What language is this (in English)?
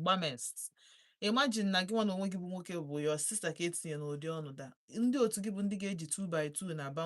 Igbo